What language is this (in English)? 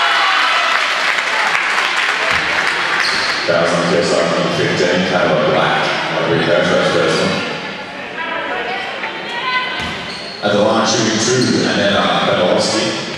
English